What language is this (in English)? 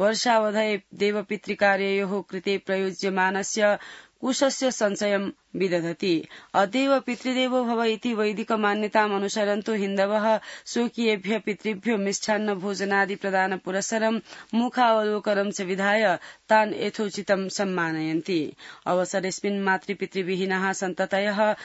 Sanskrit